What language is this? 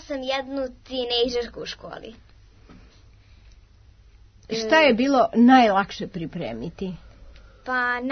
Serbian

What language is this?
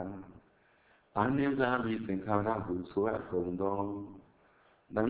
Burmese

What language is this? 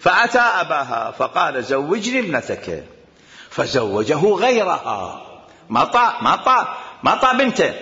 Mesopotamian Arabic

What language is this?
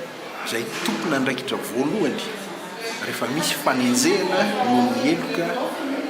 Malagasy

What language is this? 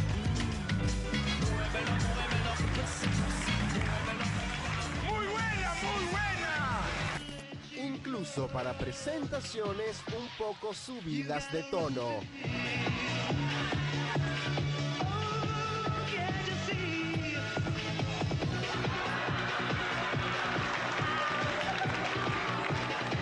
Spanish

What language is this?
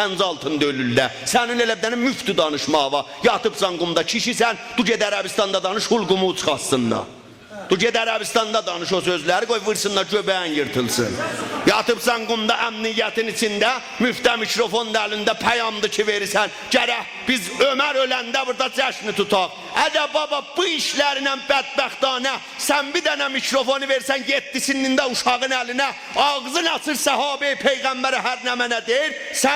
South Azerbaijani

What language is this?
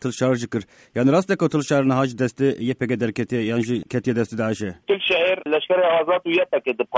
Kurdish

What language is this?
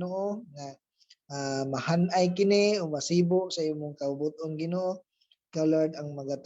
Cebuano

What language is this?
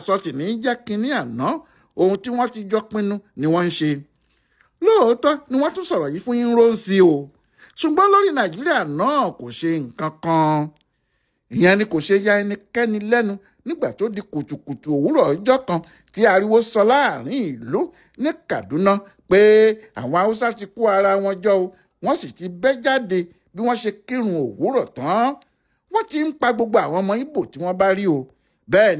Yoruba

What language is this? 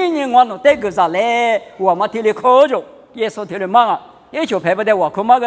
Lisu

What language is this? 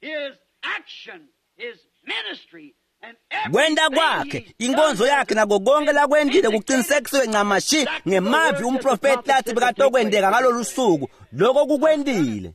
Swati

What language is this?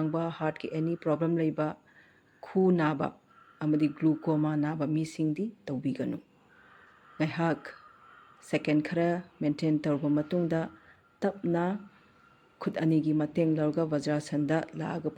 Manipuri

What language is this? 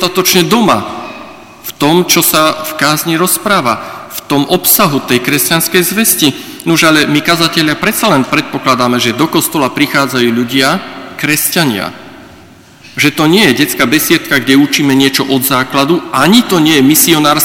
Slovak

